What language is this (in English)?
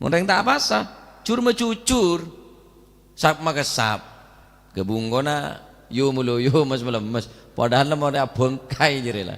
Madurese